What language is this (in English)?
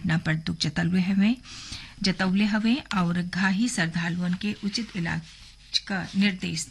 Bhojpuri